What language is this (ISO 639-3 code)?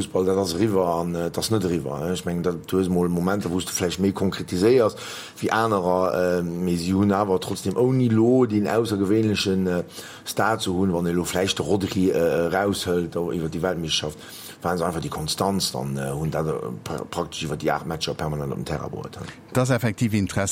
ltz